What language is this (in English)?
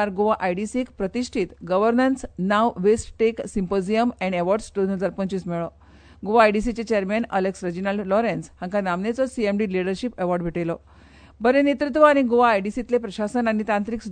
Konkani